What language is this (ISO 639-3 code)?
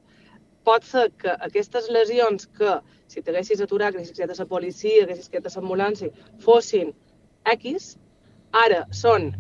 cat